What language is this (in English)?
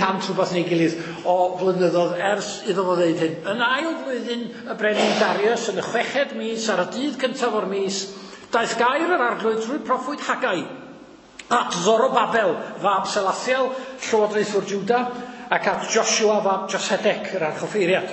Welsh